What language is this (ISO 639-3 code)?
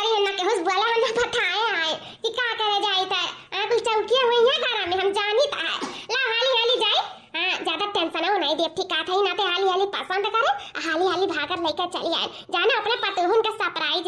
awa